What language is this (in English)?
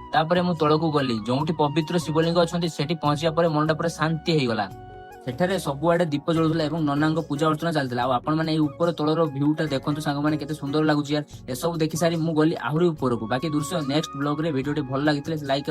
Odia